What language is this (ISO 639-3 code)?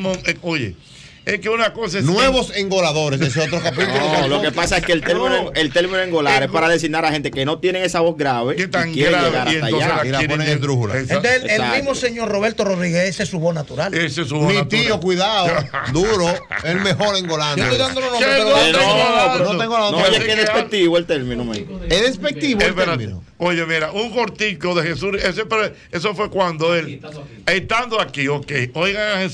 spa